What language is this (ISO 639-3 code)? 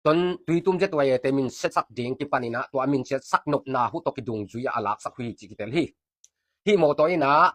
ctd